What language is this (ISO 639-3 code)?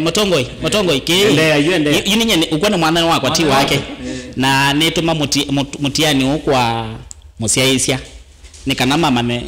kam